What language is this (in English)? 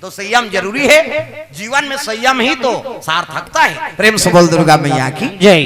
Chhattisgarhi